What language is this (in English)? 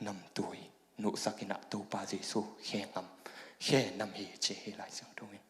Tedim Chin